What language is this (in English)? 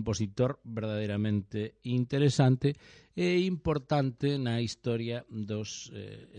Galician